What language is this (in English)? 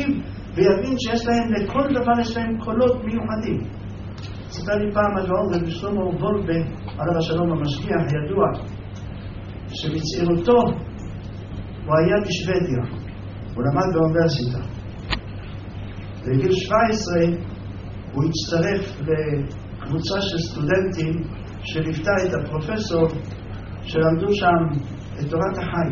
Hebrew